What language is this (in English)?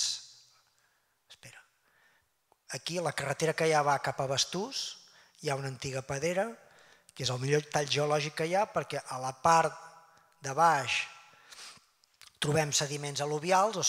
Catalan